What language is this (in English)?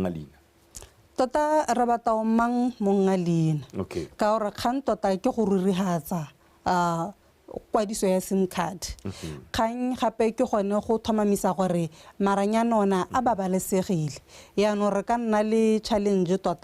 Tswana